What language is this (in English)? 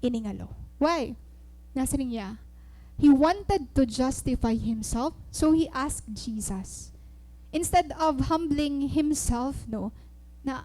Waray